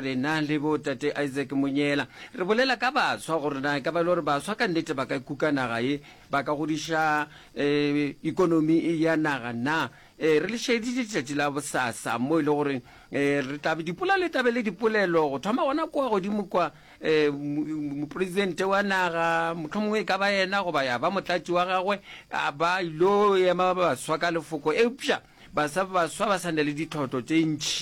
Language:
Northern Sotho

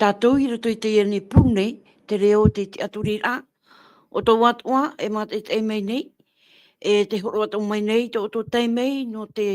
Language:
Tahitian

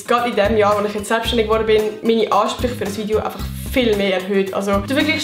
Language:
Swiss German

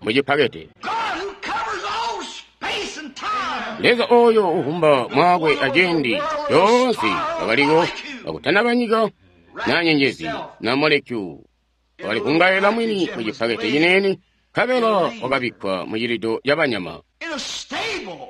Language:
Tonga (Zambia)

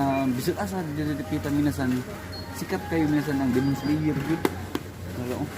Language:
Cebuano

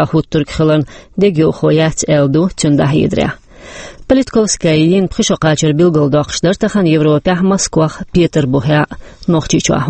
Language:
Chechen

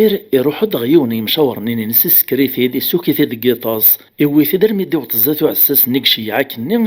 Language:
Kabyle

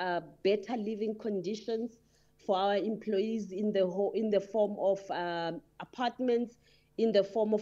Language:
English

